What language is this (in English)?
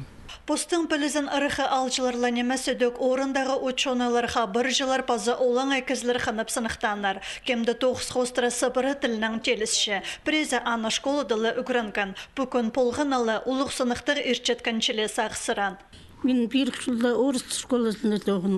Khakas